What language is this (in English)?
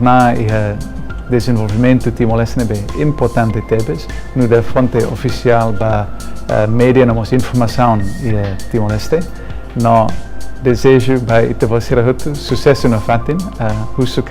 Tetum